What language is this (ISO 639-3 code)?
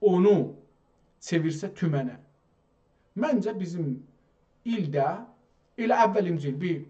azb